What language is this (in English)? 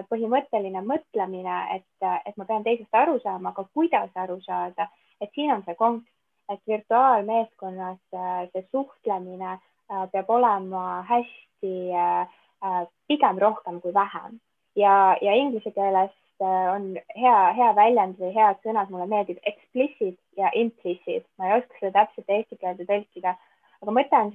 Estonian